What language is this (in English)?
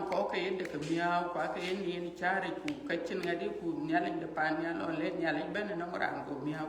Dinka